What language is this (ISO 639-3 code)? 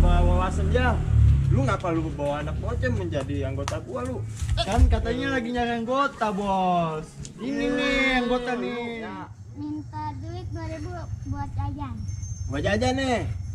bew